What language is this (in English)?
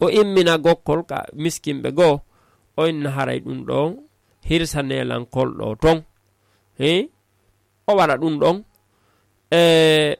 Fula